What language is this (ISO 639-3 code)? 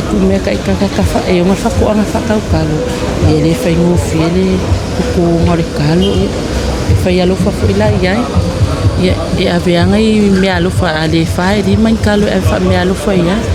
smo